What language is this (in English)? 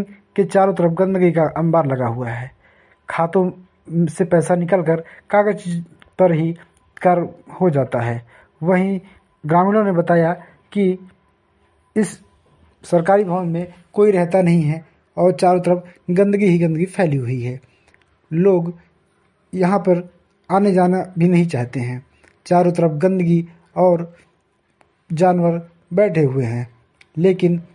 Hindi